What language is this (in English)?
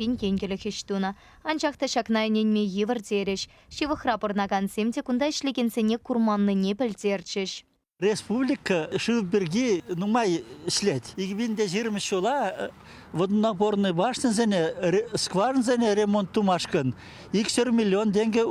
Chuvash